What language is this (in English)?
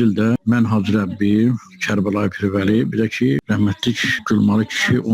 Azerbaijani